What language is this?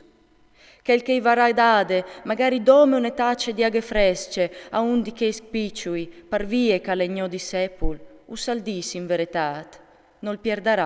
Friulian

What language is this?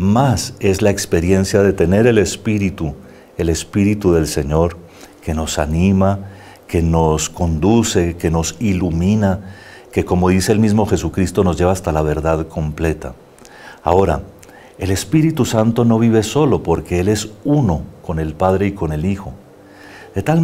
Spanish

